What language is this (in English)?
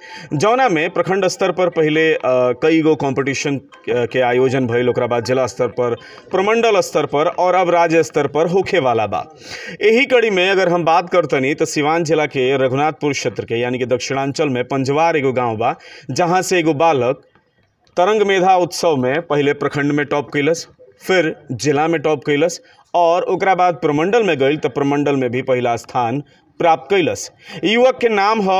Bhojpuri